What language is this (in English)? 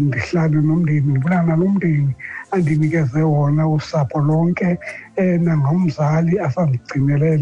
Xhosa